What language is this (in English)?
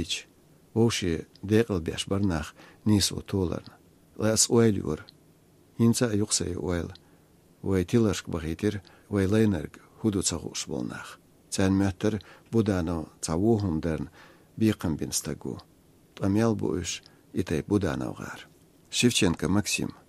Chechen